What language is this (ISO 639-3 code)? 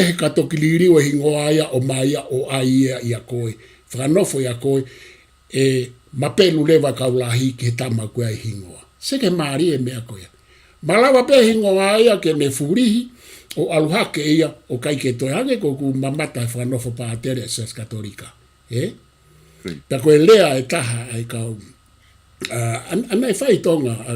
ton